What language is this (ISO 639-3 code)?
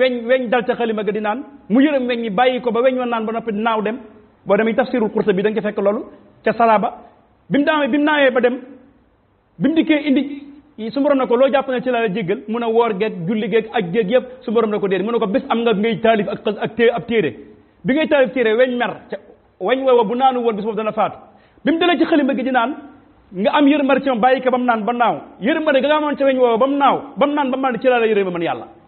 wol